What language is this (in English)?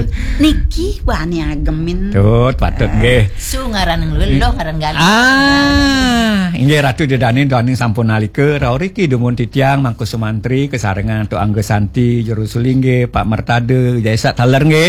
Balinese